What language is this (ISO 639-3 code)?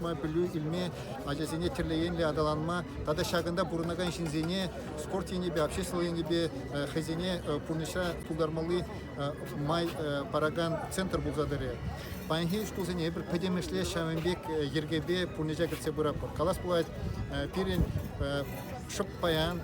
chv